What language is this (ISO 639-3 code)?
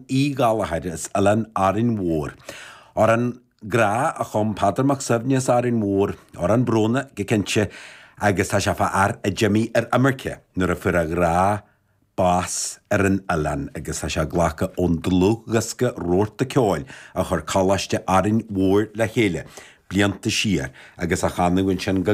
gle